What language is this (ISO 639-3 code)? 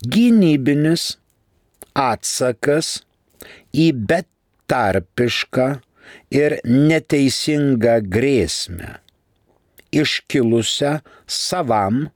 lit